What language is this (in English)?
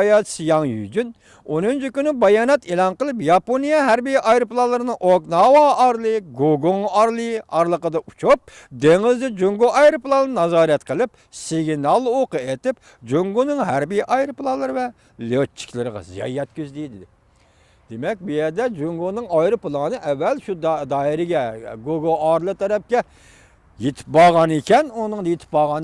Uyghur